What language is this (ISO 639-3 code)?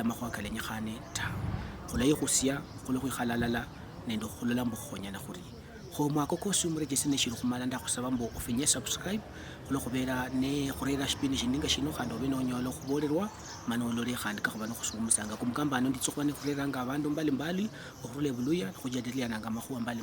luy